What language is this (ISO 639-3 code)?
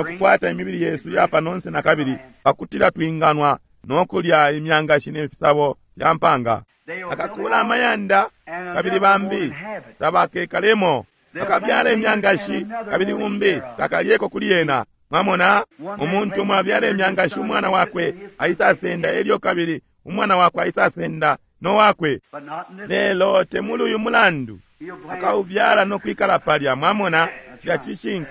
bem